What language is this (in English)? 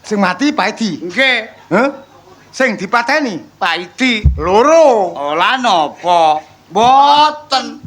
Javanese